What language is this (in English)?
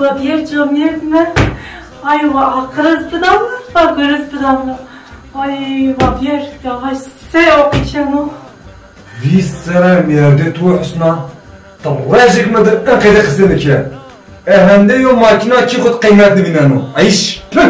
Zaza